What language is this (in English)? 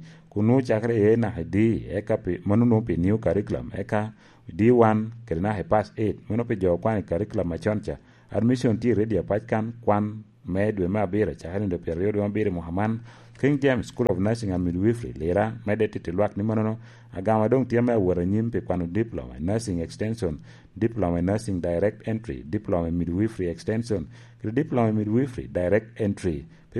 Lango (Uganda)